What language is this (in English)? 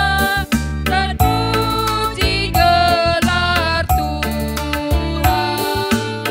Batak Karo